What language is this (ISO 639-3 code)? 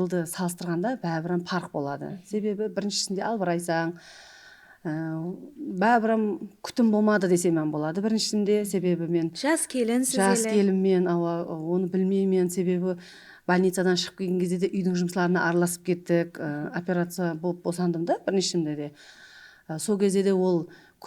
kaa